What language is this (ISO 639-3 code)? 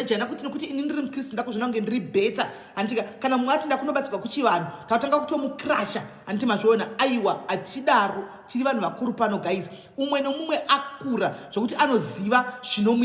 sna